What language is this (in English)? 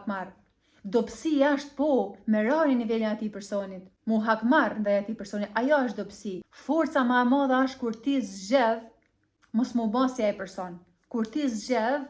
Albanian